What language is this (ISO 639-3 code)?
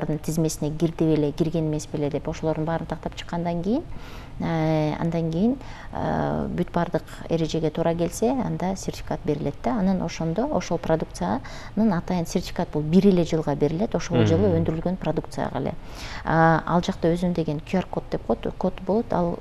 kir